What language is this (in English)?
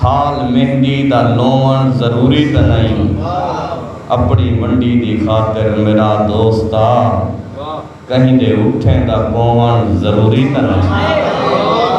Saraiki